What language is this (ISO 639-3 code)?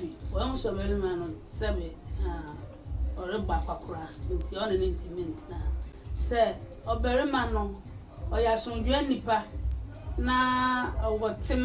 aka